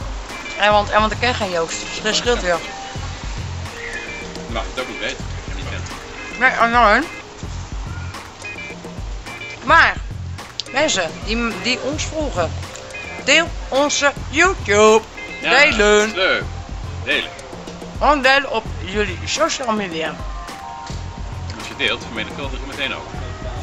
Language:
Dutch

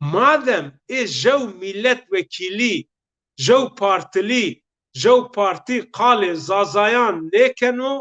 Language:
Zaza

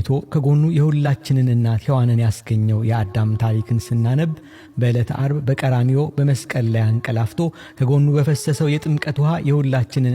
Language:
Amharic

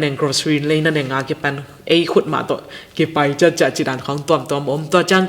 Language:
Tedim Chin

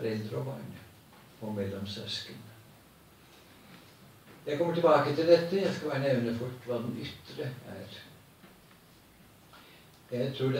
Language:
Norwegian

